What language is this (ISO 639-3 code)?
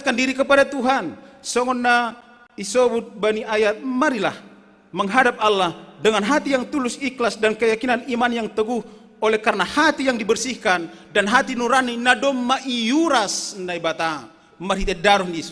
bts